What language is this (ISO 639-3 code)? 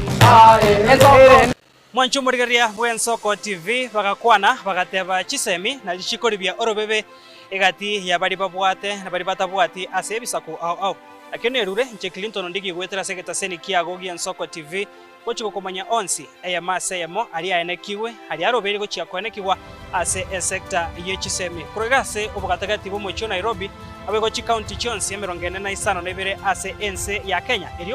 guz